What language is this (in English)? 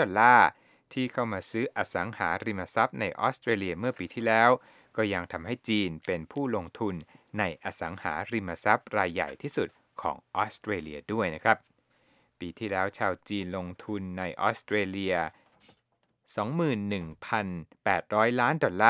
Thai